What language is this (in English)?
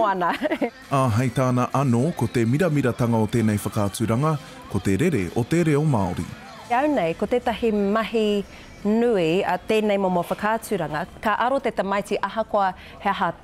Māori